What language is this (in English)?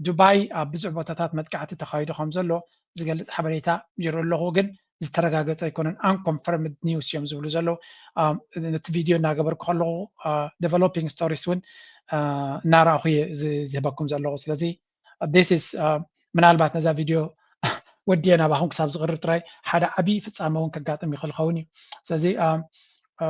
Tigrinya